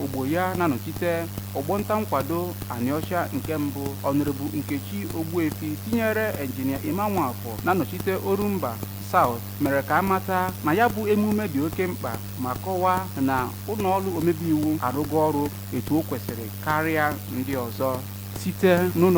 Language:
Igbo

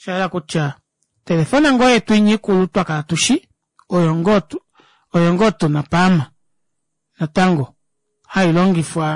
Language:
Kuanyama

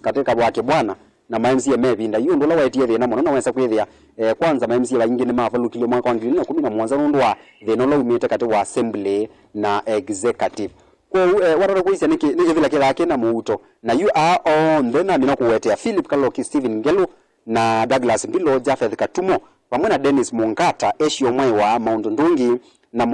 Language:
Kamba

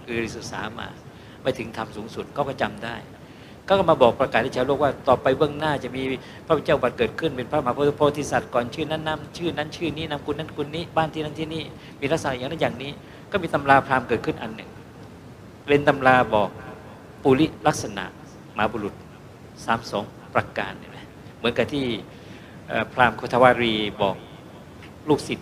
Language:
Thai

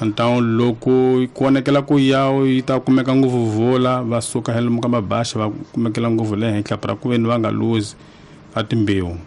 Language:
Tsonga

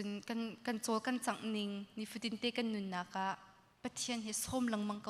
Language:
Hakha Chin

